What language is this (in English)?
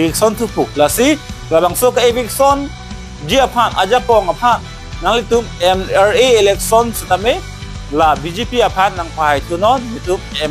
Karbi